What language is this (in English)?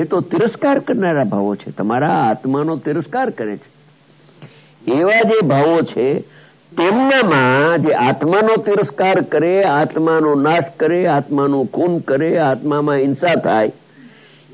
Gujarati